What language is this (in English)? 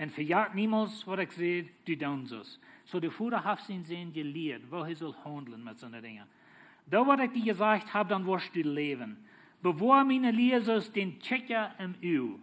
Plautdietsch